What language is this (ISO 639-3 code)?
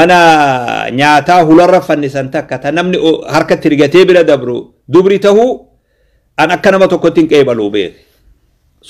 orm